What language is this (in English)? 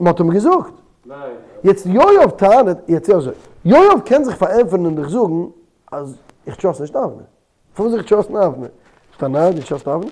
Yiddish